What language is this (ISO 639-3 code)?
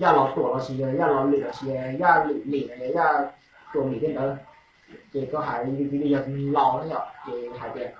hmn